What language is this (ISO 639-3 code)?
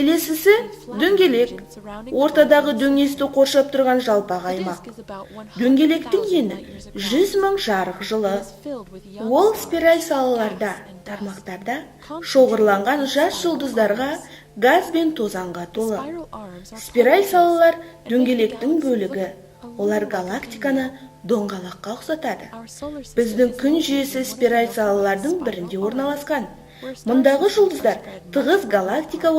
kaz